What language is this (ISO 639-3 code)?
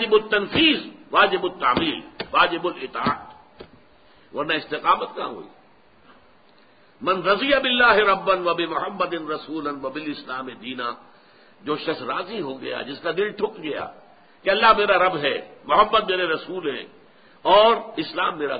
urd